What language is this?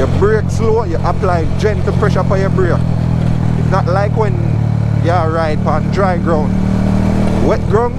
Jamaican Creole English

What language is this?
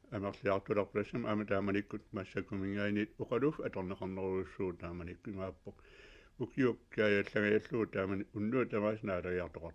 Kalaallisut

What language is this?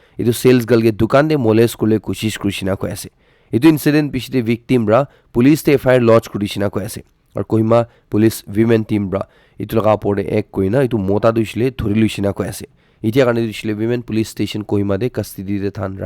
Naga Pidgin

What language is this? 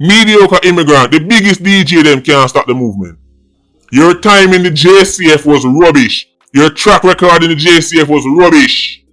Jamaican Creole English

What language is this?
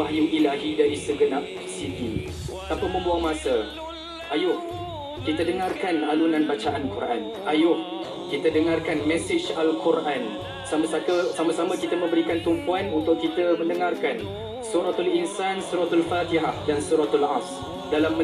Malay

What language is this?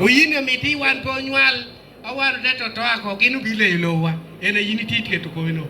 Acoli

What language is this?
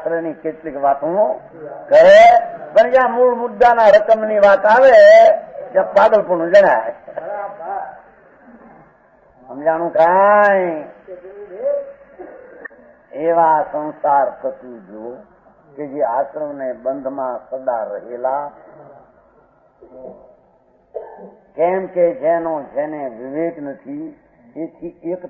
Gujarati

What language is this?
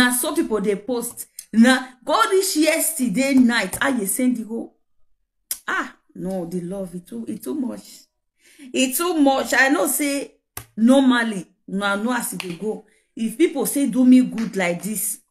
Nigerian Pidgin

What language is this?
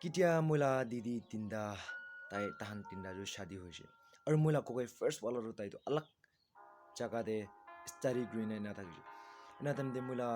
Naga Pidgin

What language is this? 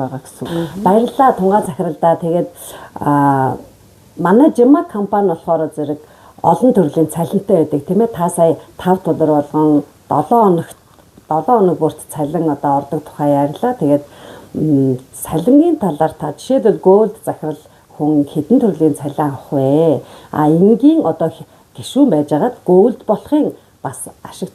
Mongolian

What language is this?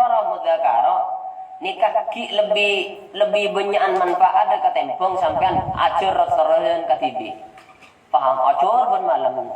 Madurese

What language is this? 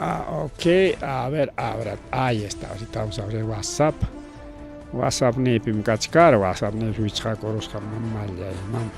Ayacucho Quechua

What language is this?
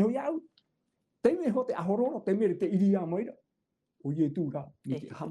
Tahitian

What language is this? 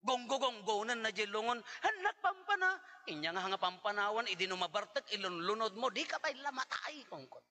Iloko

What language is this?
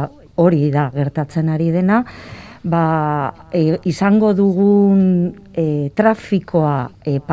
Basque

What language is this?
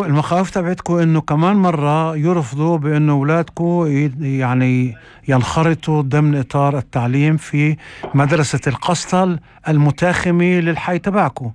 North Levantine Arabic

